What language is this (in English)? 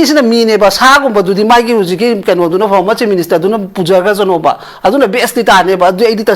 Manipuri